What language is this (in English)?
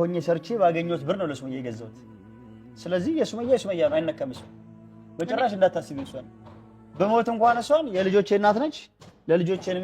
Amharic